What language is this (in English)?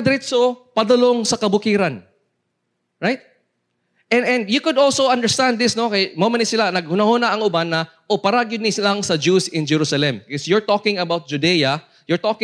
Cebuano